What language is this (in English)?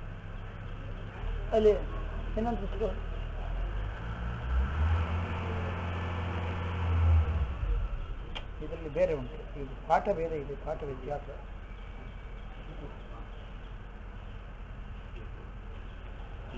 Kannada